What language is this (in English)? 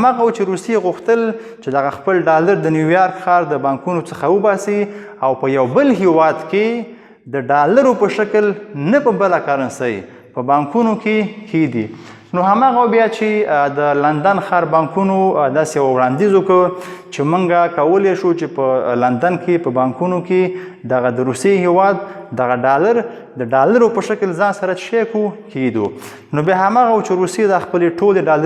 Pashto